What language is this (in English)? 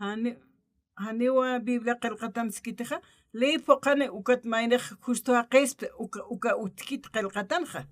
Aymara